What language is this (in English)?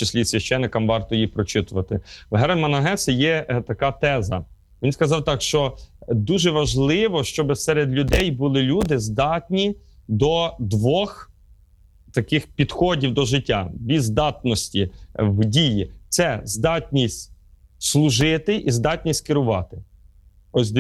Ukrainian